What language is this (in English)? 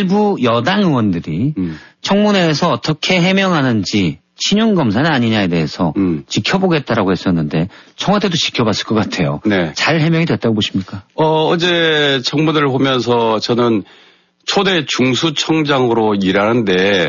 Korean